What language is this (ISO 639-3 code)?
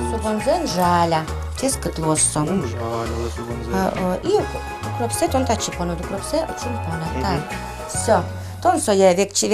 udm